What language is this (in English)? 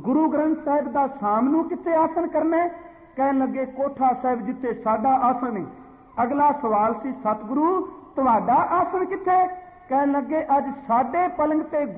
Punjabi